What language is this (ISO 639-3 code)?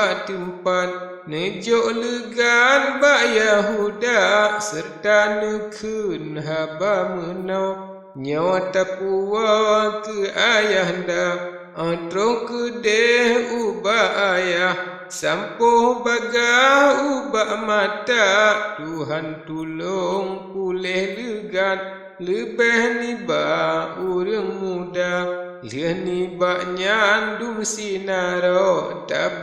ace